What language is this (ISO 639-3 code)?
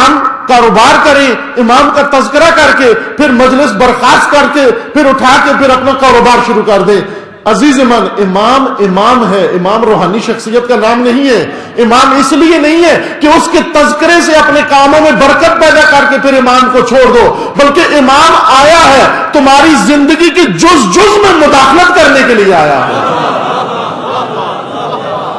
urd